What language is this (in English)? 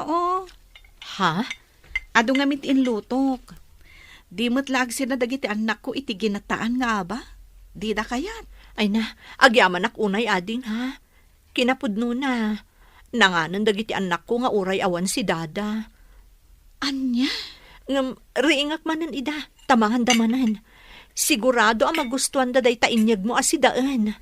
Iloko